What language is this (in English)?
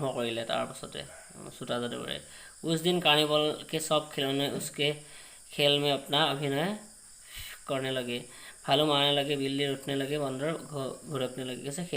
Assamese